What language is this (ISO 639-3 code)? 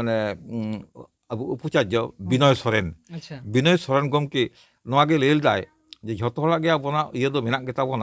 sat